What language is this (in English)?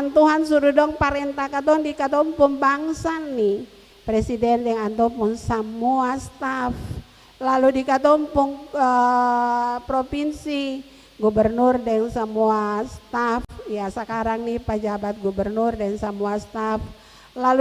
Ambonese Malay